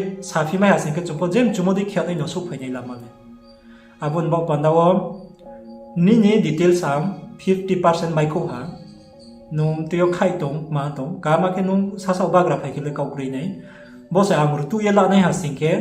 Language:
Riang (India)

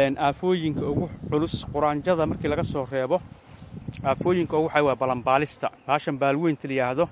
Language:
Somali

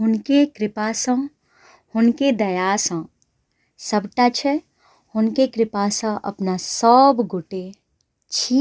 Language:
Maithili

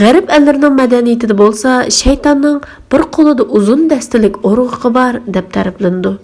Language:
Uyghur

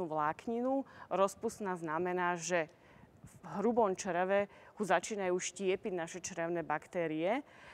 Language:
Slovak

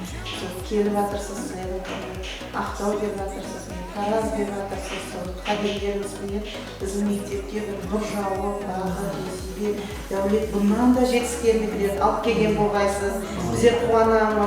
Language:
Kara-Kalpak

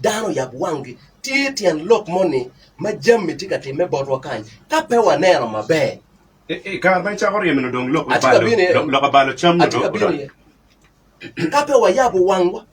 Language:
Acoli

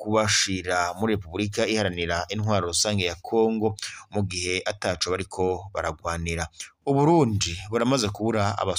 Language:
Rundi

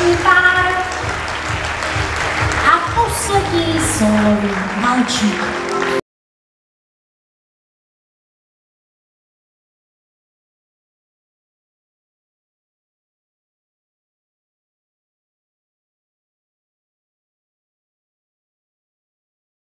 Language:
Czech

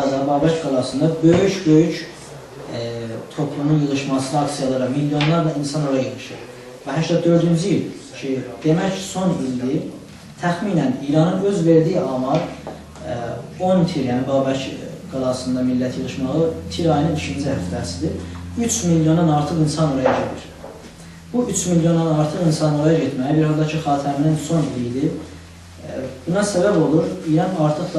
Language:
South Azerbaijani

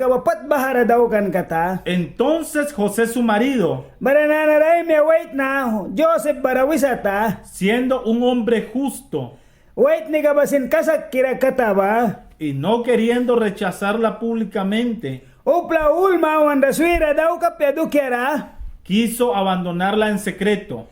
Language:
Mískito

